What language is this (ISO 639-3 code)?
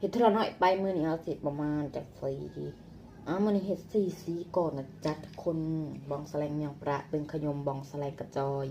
lao